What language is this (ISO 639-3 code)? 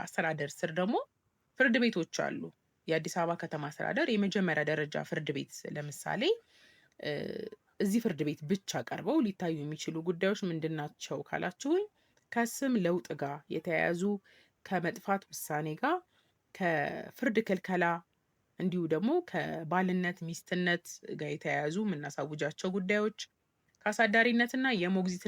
amh